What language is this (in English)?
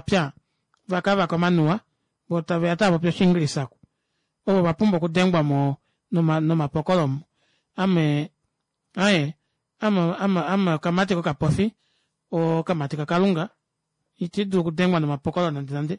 Kuanyama